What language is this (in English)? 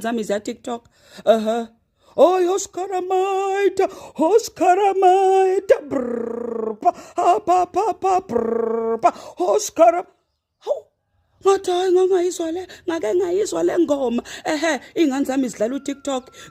Zulu